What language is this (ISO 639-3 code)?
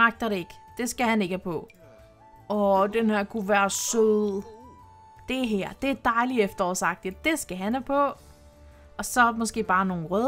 dan